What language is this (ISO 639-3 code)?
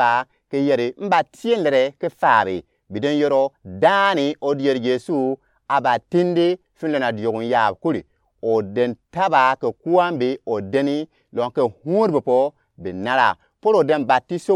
gux